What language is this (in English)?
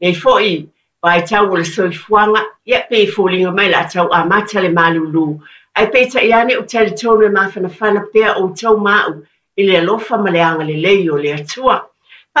Samoan